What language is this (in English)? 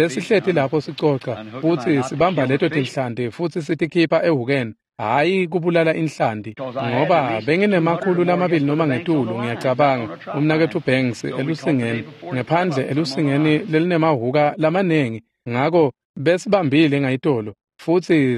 Swati